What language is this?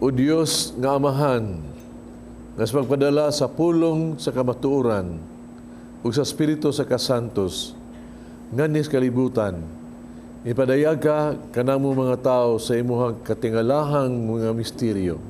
Cebuano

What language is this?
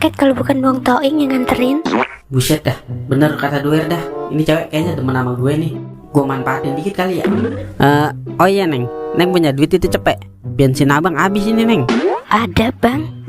Betawi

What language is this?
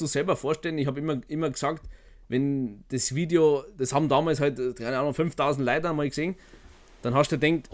Bavarian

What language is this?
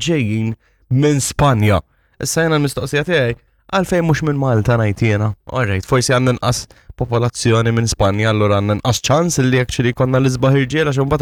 Maltese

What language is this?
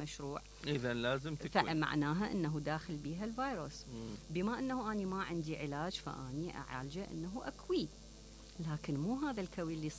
Mesopotamian Arabic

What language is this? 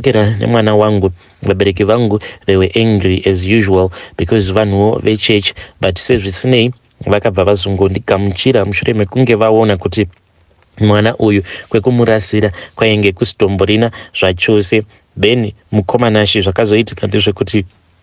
Shona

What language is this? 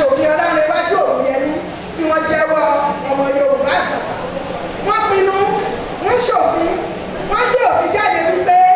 Yoruba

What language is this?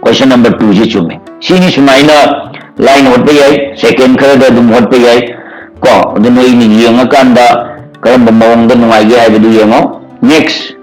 Manipuri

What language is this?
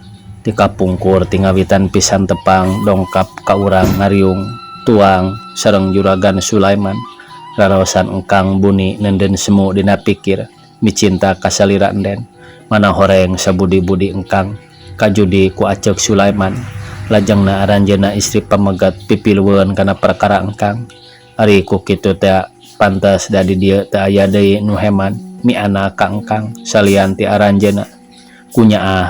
Sundanese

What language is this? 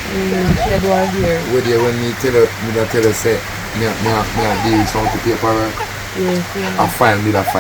Jamaican Creole English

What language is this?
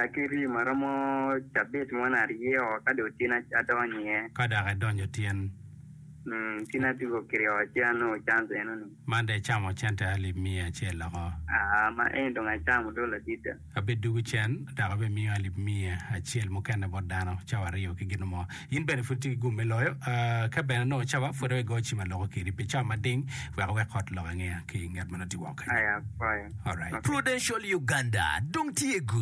Acoli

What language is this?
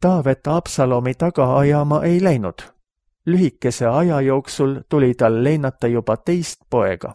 Estonian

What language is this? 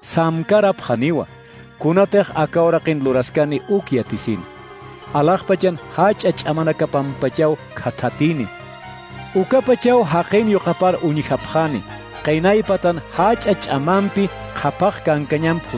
Aymara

